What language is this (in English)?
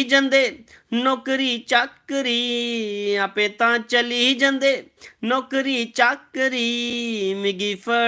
Dogri